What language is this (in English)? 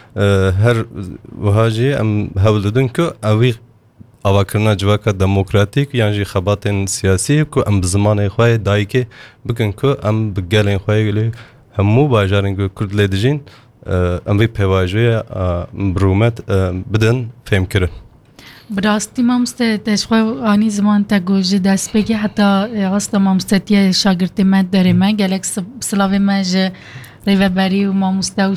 Kurdish